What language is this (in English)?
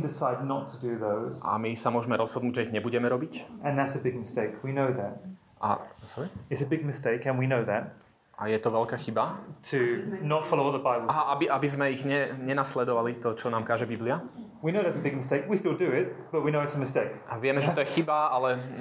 Slovak